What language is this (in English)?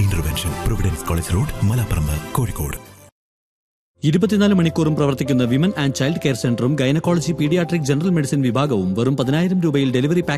Malayalam